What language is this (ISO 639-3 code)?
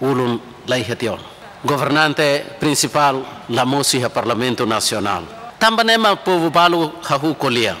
tet